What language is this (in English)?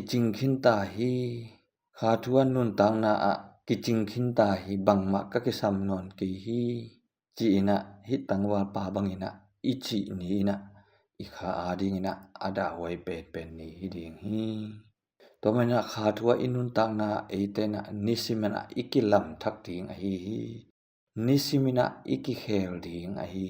Tedim Chin